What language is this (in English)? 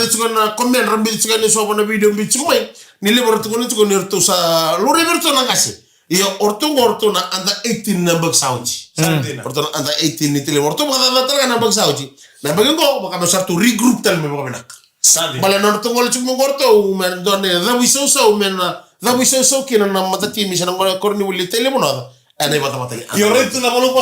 Fijian